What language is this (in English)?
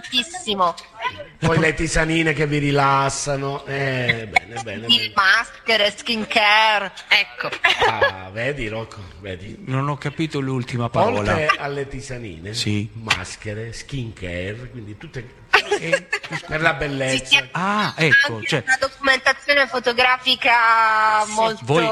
Italian